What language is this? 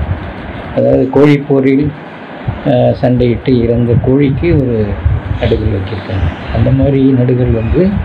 Tamil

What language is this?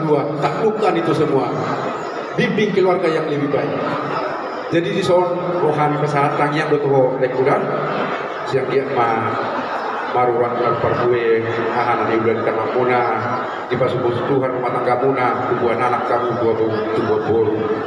Batak Toba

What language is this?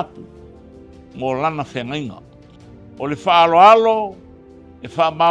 Samoan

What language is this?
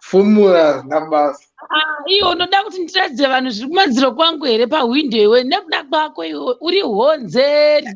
Shona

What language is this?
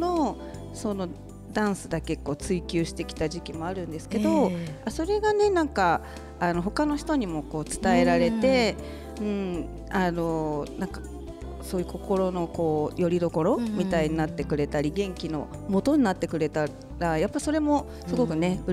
Japanese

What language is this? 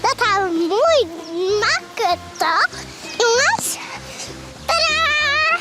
Western Frisian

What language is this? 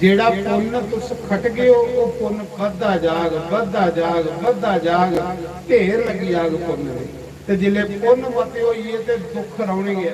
Dogri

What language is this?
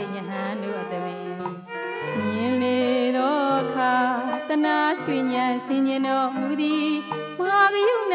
Burmese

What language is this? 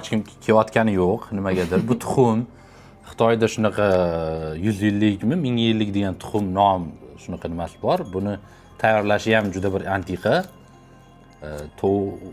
Uzbek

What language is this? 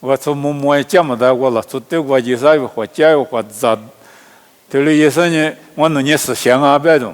Lisu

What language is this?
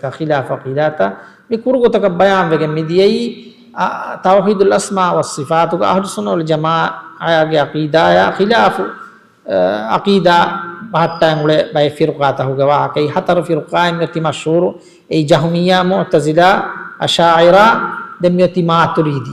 Divehi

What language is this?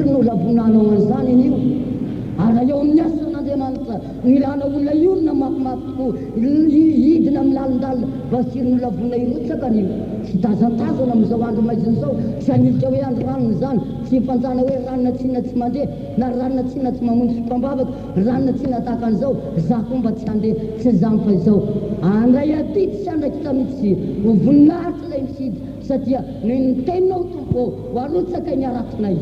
Malagasy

